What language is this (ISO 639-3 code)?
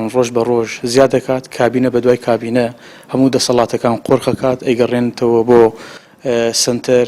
ckb